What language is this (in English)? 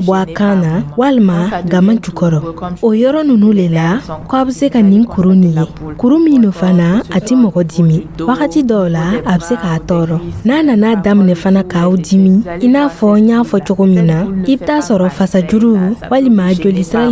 Dyula